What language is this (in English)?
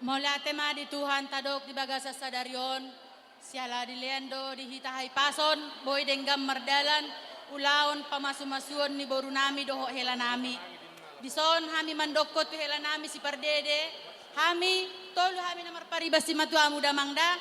Batak Toba